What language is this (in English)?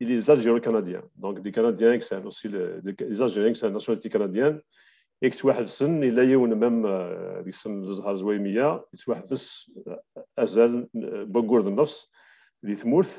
Kabyle